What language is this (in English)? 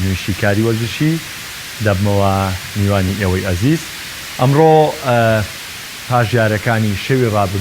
Central Kurdish